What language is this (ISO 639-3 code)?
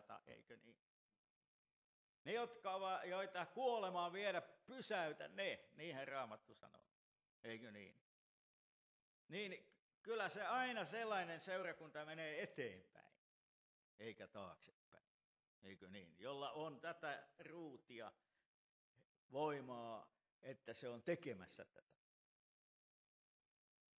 fin